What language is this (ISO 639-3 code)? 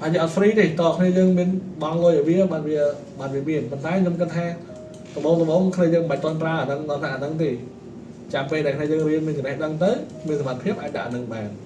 khm